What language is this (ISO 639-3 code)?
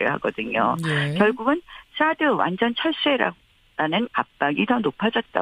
kor